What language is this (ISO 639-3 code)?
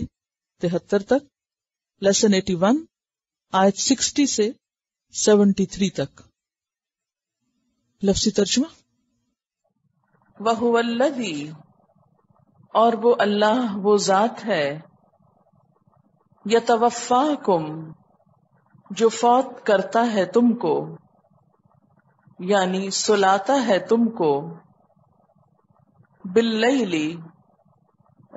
urd